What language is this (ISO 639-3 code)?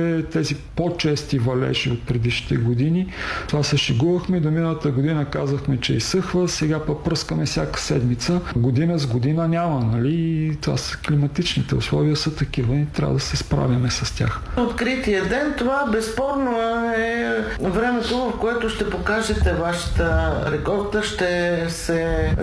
bul